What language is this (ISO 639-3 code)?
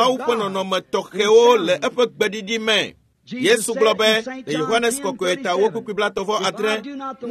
ewe